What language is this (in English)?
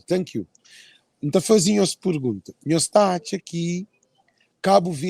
Kabuverdianu